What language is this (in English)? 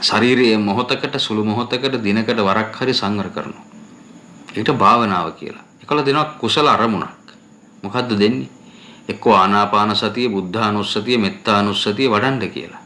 Sinhala